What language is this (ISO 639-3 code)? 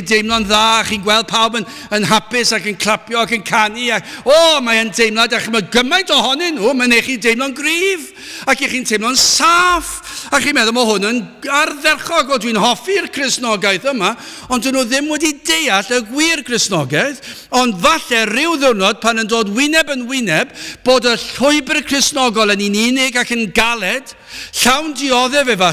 cym